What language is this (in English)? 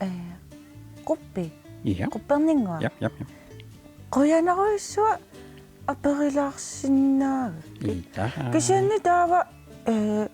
Kalaallisut